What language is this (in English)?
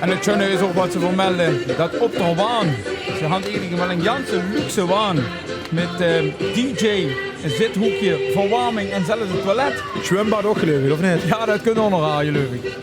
Limburgish